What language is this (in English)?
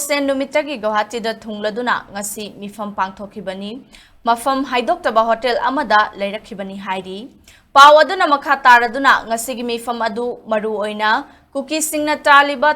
Manipuri